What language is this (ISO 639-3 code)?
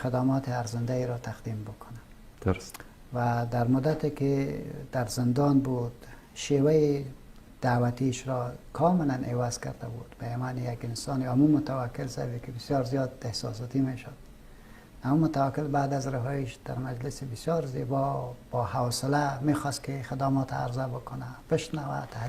fas